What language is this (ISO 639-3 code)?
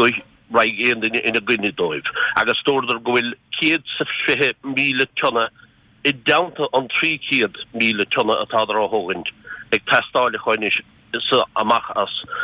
gle